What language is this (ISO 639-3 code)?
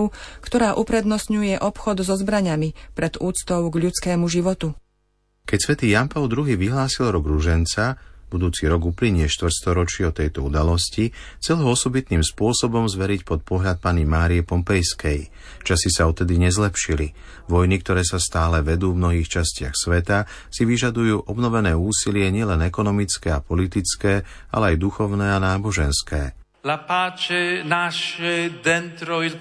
slk